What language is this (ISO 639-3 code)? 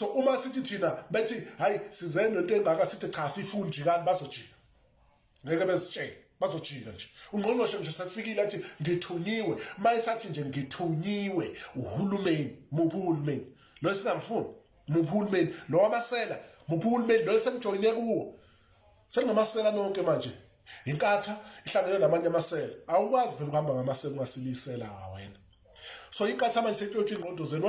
zul